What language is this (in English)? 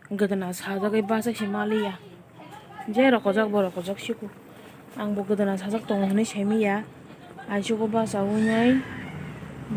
Kok Borok